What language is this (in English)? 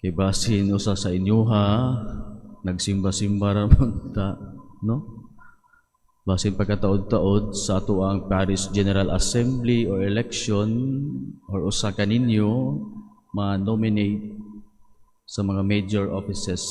Cebuano